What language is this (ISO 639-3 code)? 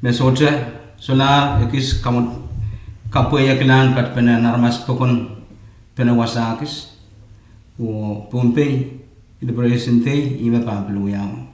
pon